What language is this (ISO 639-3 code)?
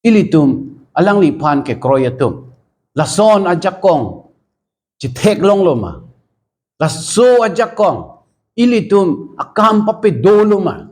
mjw